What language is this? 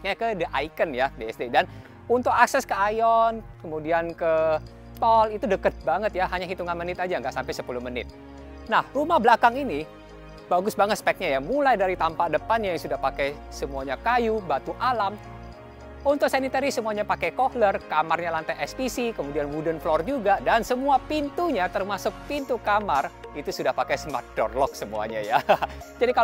Indonesian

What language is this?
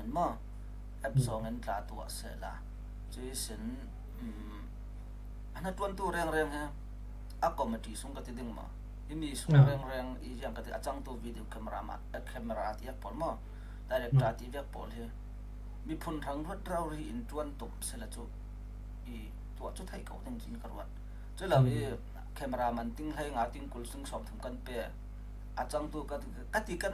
Falam Chin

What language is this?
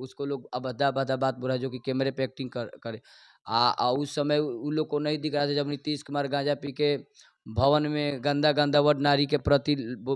Bhojpuri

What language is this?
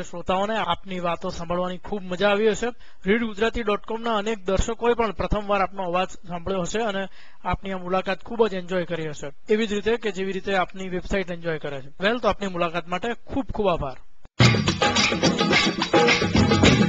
Gujarati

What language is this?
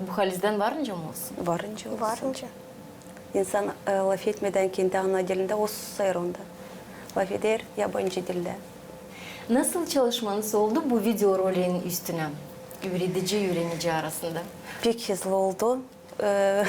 Gagauz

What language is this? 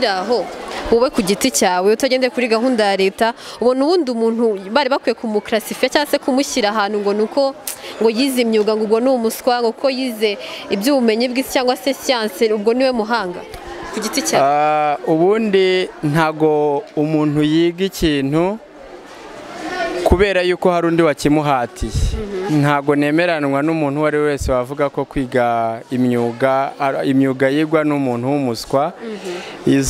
Kinyarwanda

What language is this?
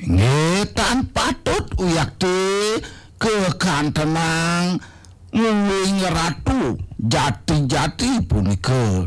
Balinese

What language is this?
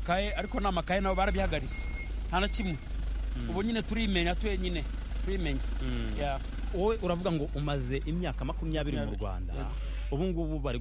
Kinyarwanda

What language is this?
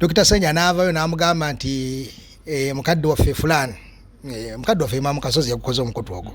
Ganda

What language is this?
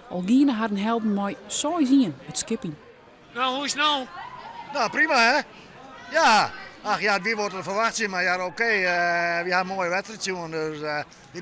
Western Frisian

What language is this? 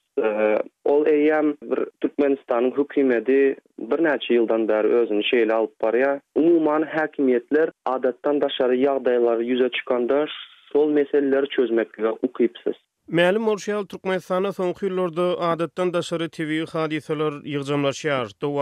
Turkmen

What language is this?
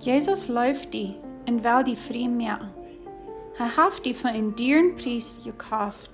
Plautdietsch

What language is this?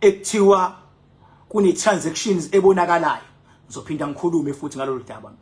Zulu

